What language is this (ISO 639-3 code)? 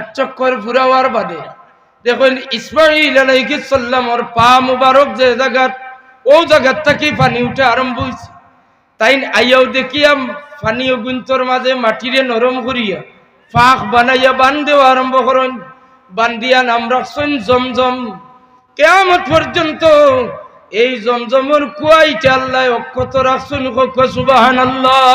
syl